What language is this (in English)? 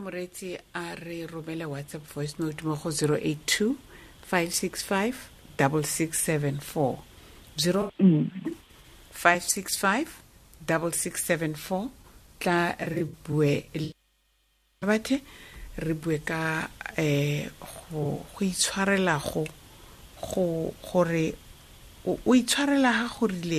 Tswana